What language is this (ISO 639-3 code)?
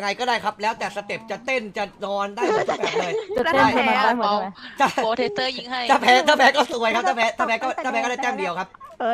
tha